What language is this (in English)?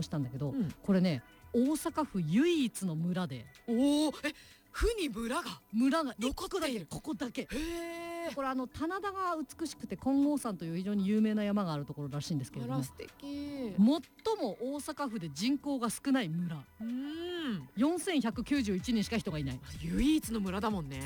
Japanese